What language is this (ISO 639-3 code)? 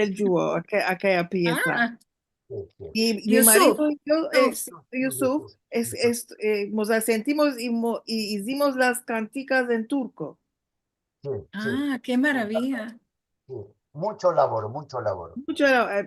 lad